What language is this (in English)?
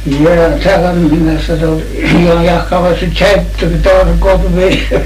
Faroese